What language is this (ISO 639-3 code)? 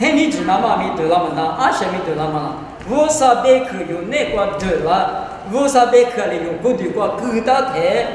lis